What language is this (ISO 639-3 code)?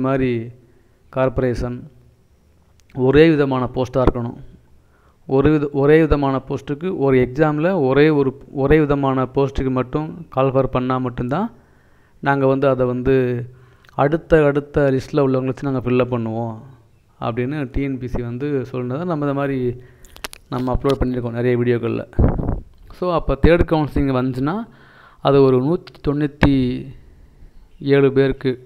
tam